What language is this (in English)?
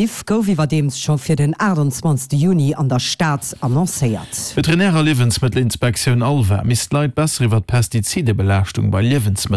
Luxembourgish